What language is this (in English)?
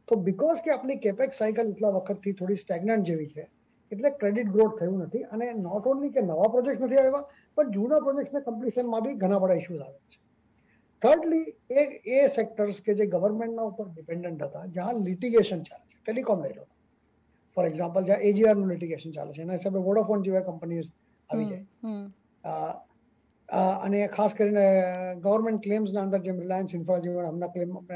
Gujarati